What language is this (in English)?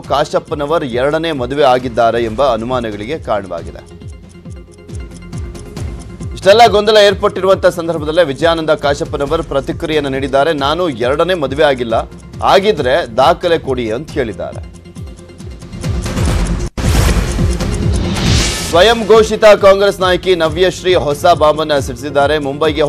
Kannada